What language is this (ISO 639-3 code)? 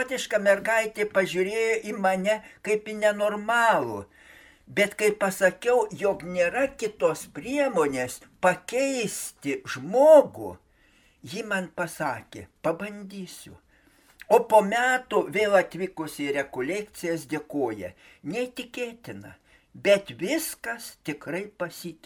lit